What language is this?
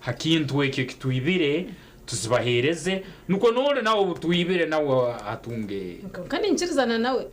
Nyankole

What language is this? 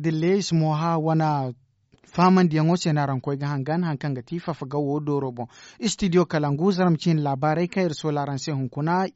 Zarma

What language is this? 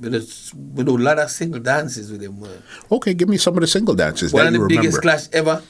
Jamaican Creole English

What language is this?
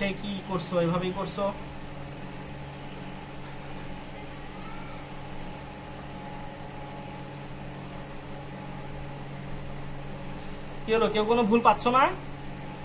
Bangla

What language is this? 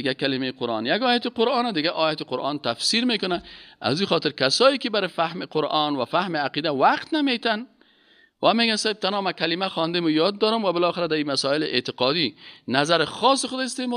Persian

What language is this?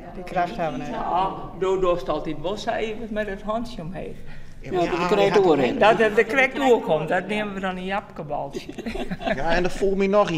Western Frisian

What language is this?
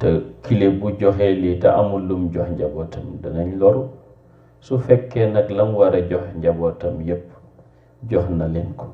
Wolof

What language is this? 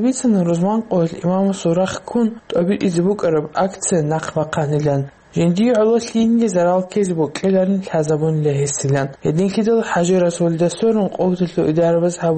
Avaric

